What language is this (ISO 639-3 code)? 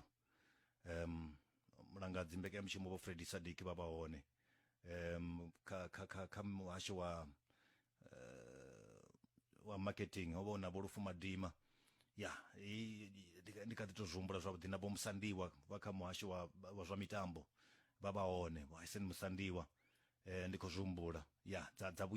ven